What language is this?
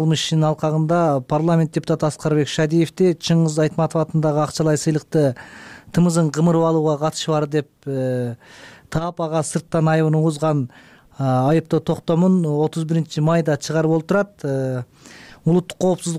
Kyrgyz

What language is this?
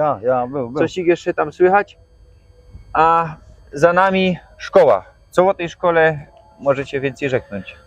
Silesian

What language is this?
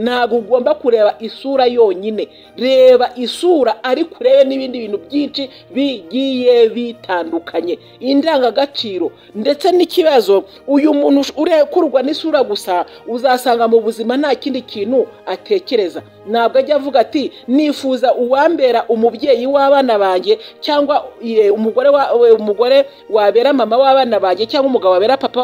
Kinyarwanda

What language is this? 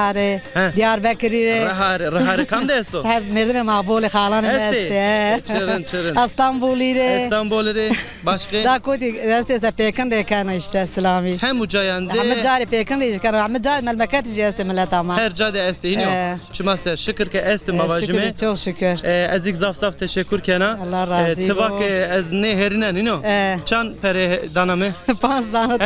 Zaza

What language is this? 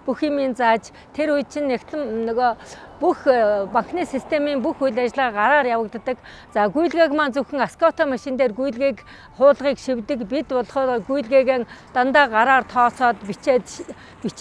Mongolian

